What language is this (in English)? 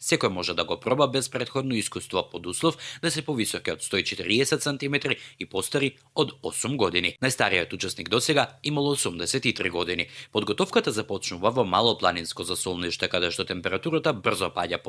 Macedonian